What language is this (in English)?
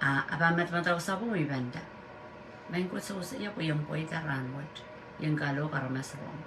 Pohnpeian